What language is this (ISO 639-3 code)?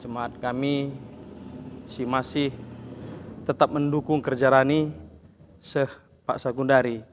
btx